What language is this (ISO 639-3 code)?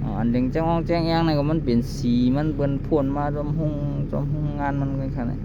shn